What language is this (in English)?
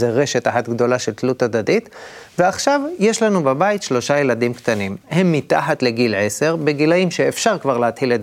Hebrew